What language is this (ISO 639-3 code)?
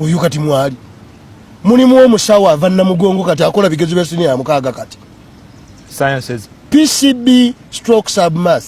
lug